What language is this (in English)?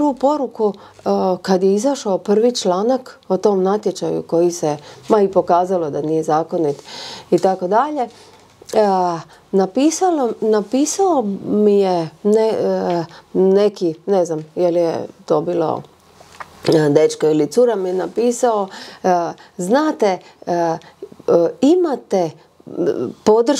Croatian